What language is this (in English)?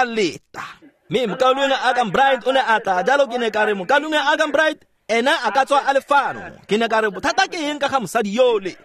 Tswana